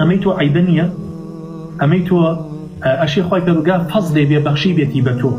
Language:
Central Kurdish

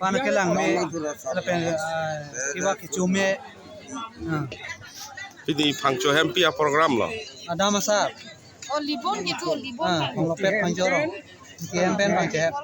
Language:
Karbi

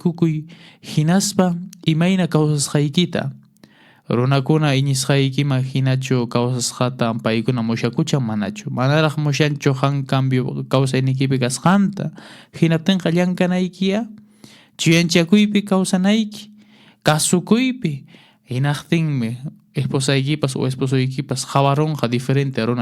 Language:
Quechua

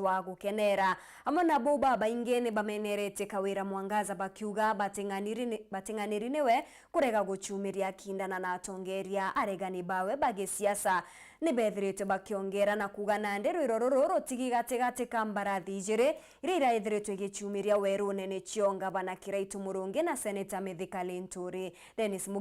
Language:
Meru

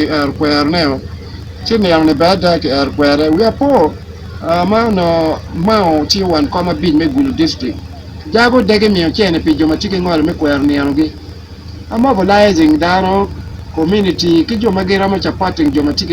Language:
Acoli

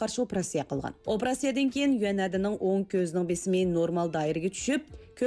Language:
Uyghur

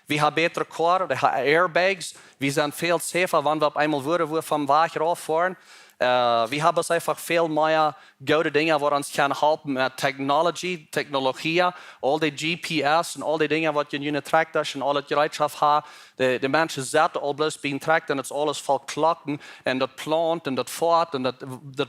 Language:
Plautdietsch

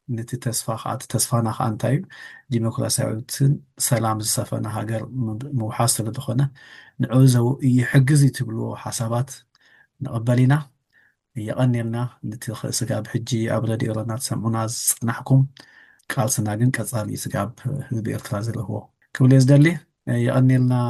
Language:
Tigrinya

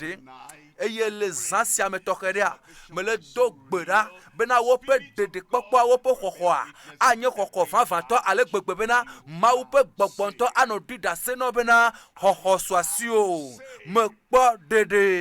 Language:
Ewe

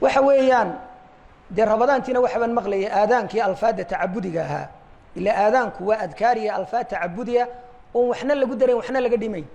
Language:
Somali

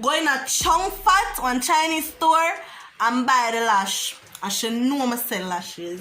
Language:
Jamaican Creole English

